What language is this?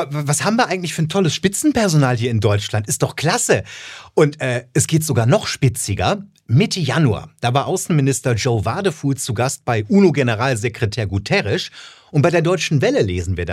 German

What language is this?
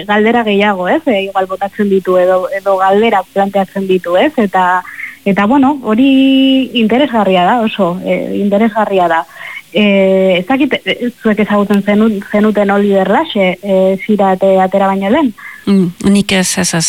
Basque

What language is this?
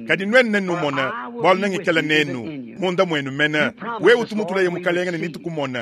Luba-Lulua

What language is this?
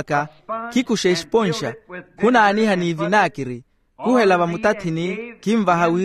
Makhuwa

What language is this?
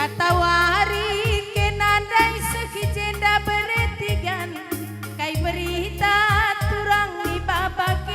Batak Karo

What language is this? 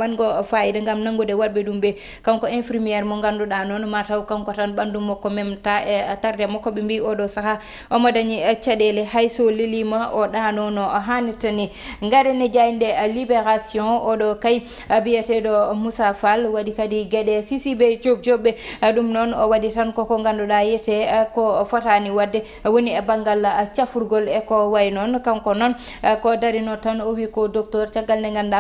Fula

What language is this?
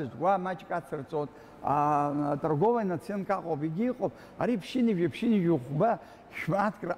Abkhazian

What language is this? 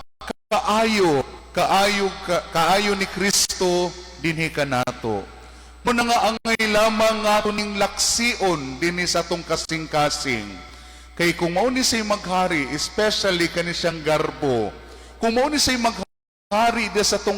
Cebuano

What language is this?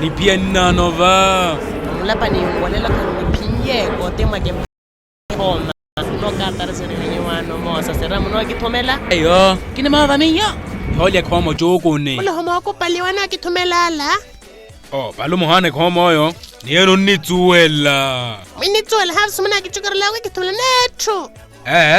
Makhuwa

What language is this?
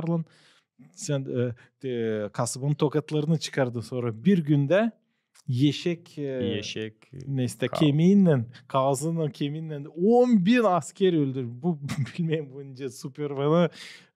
Gagauz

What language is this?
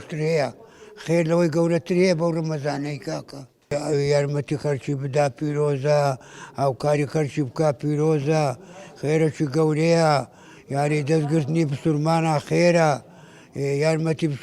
Central Kurdish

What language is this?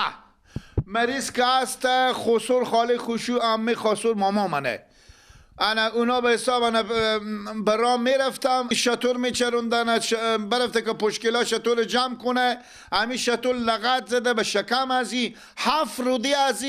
Persian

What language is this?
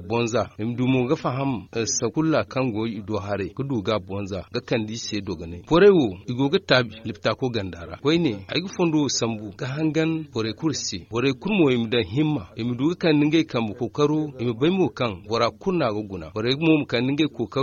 Zarma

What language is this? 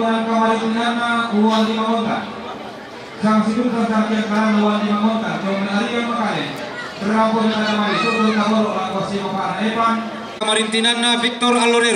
Toraja-Sa'dan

